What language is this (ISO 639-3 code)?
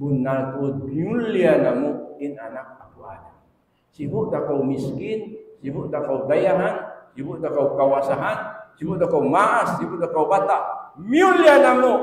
tsg